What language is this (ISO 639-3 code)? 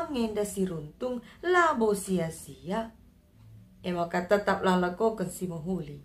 btx